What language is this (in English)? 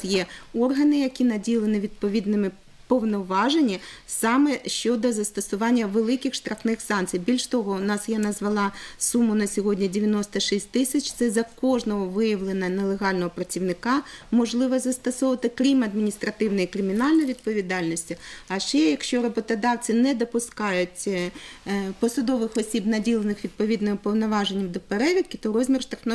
Ukrainian